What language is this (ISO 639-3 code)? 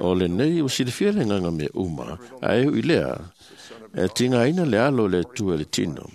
smo